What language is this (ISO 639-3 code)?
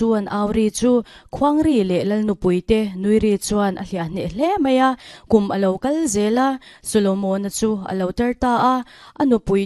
lus